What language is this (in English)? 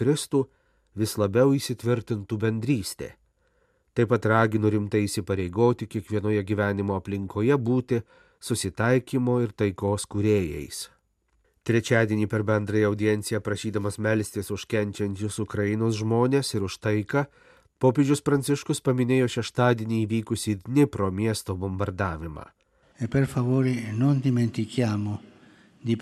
Lithuanian